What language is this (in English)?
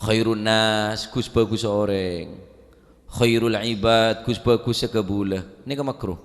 Madurese